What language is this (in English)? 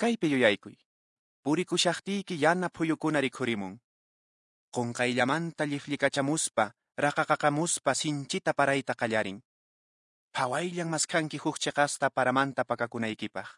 Quechua